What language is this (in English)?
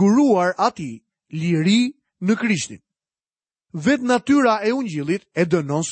Albanian